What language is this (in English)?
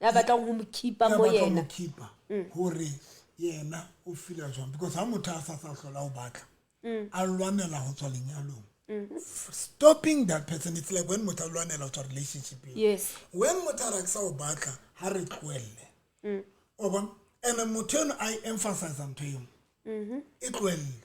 Southern Sotho